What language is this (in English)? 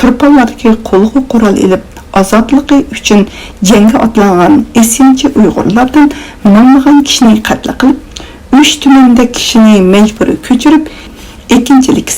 Uyghur